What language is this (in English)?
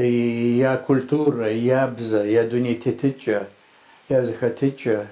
Kabardian